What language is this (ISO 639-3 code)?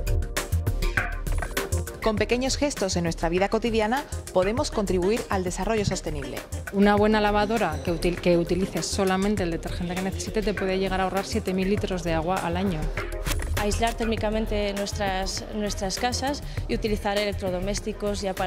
spa